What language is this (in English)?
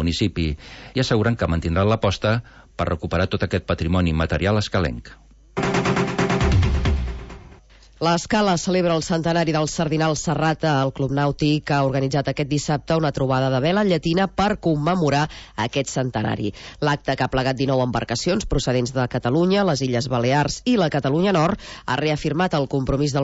Catalan